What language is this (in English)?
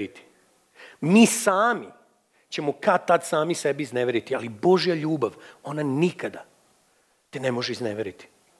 Serbian